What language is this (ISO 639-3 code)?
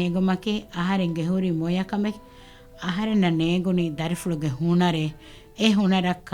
div